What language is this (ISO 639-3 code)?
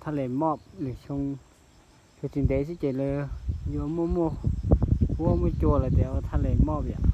hmn